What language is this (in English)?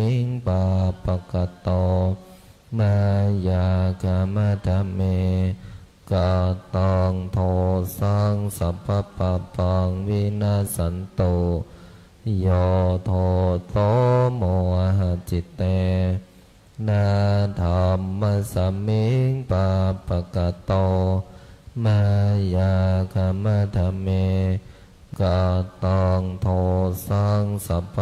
Pali